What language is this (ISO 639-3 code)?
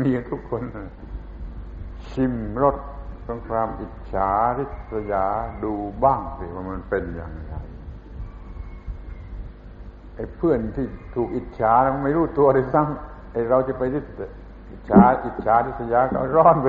tha